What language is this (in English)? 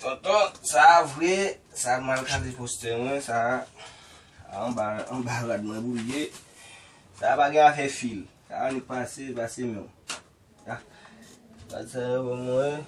Haitian Creole